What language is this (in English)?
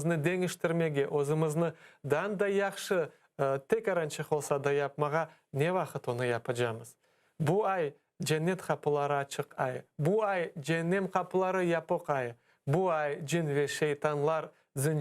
Crimean Tatar